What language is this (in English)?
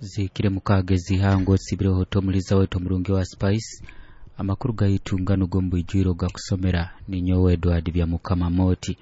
Nyoro